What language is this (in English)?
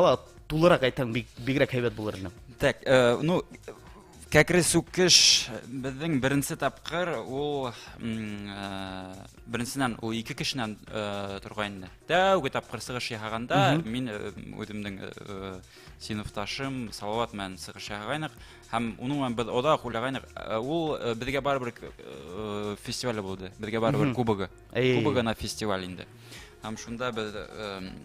Bashkir